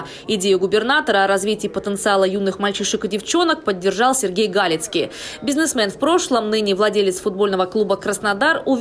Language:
Russian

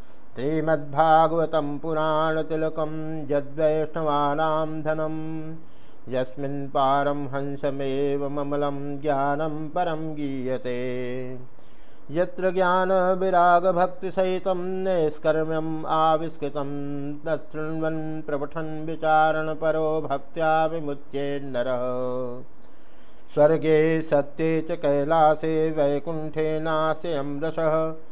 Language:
Sanskrit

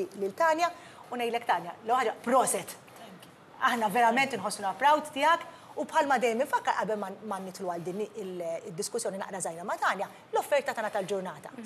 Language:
Maltese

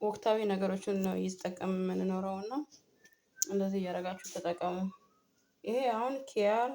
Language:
Amharic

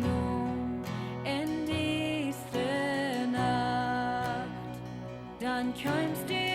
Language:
Plautdietsch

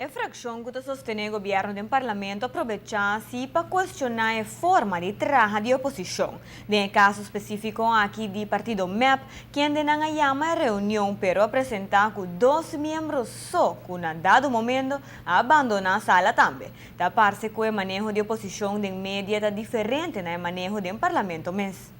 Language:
Papiamento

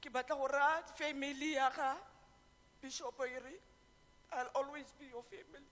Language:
Tswana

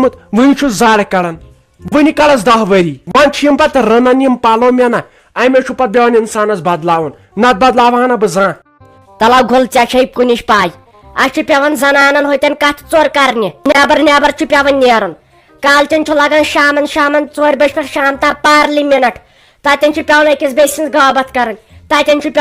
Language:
Kashmiri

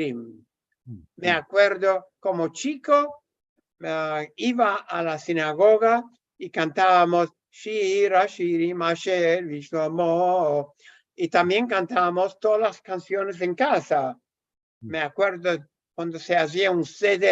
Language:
Ladino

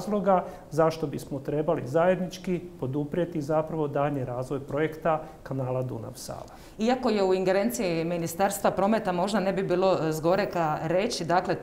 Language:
Croatian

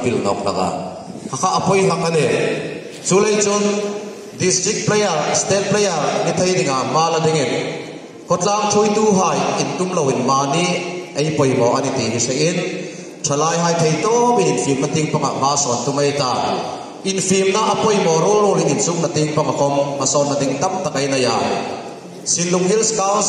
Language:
Hmar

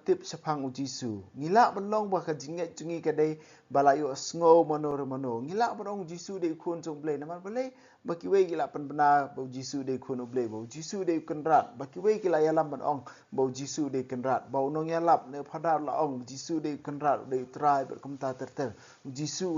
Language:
Khasi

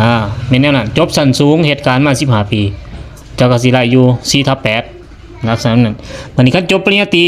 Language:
Lao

